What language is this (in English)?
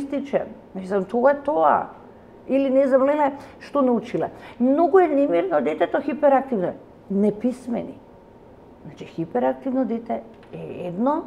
Macedonian